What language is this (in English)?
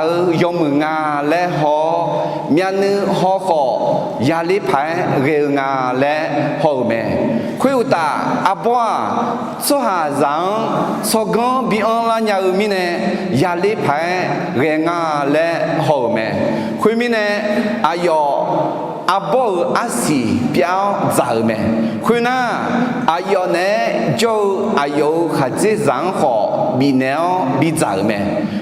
Akha